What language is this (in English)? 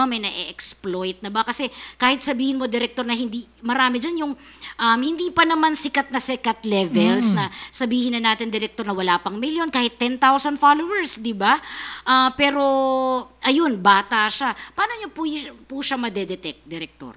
Filipino